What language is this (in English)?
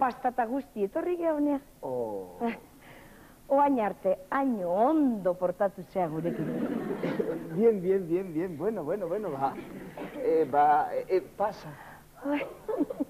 Basque